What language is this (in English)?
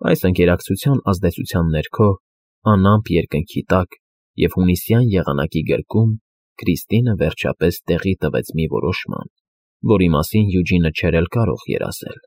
Armenian